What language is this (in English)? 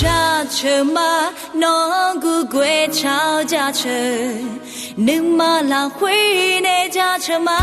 Akha